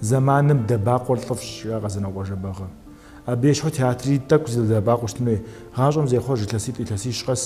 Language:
Kabardian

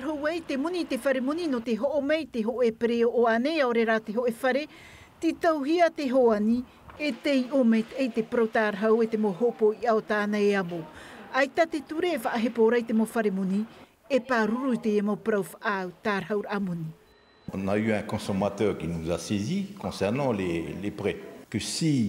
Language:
Tahitian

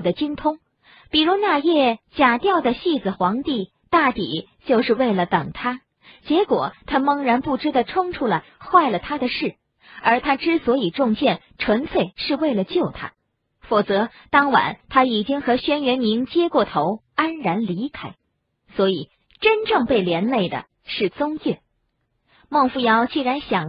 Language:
Chinese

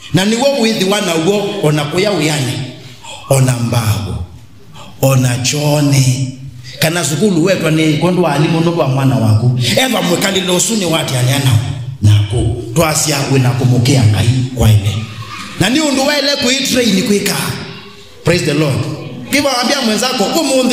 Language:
Kamba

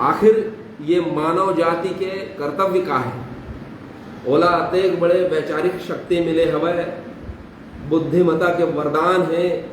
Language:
Chhattisgarhi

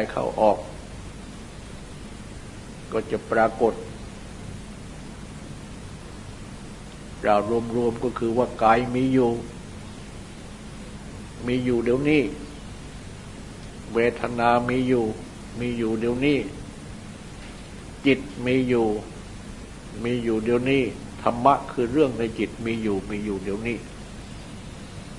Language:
Thai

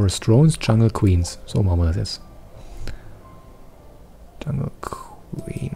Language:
German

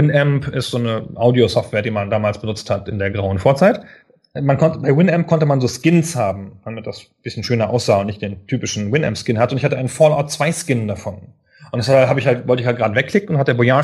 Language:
German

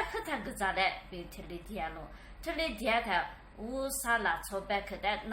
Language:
Lisu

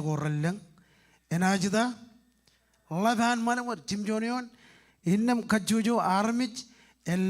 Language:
Marshallese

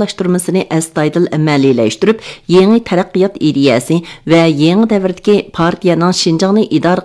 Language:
Uyghur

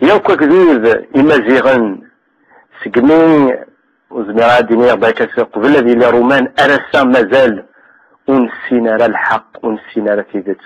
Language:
Kabyle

